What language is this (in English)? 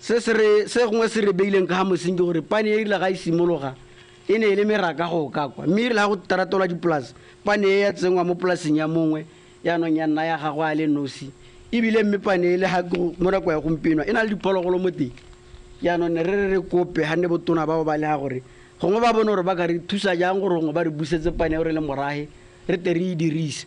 Tswana